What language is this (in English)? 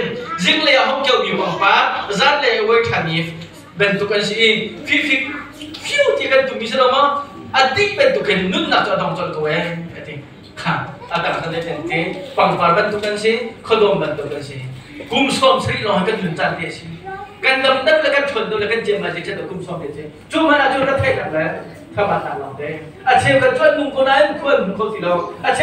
Hakha Chin